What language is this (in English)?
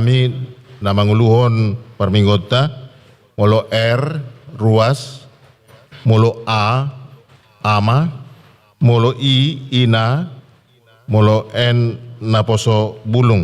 Batak Toba